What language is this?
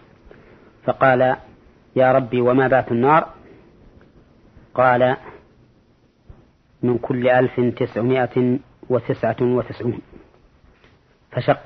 Arabic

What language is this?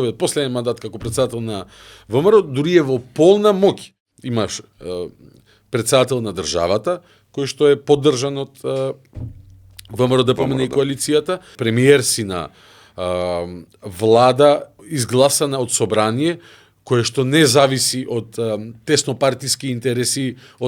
Macedonian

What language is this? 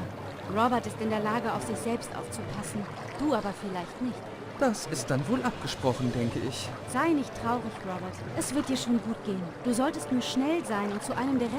Bavarian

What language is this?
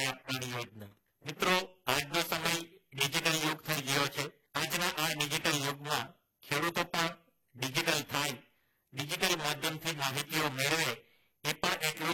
Gujarati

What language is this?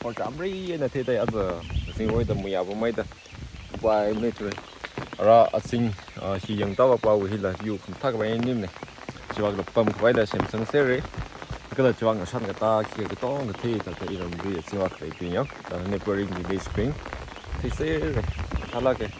Tangkhul Naga (India)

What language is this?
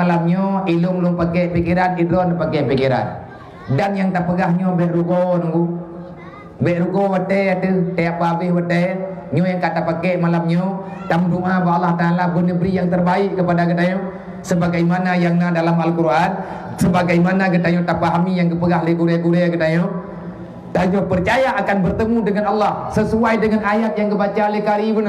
Achinese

